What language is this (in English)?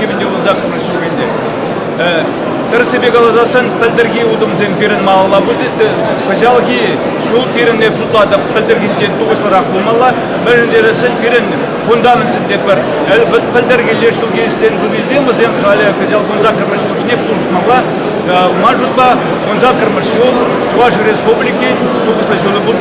Chuvash